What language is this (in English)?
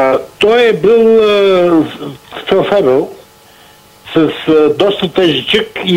Bulgarian